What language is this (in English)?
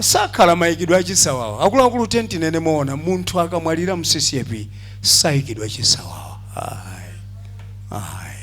Nyanja